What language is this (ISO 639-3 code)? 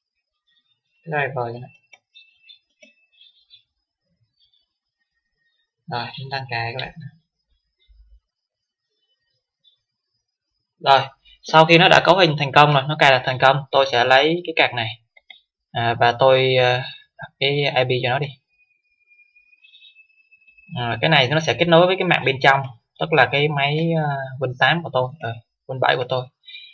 vie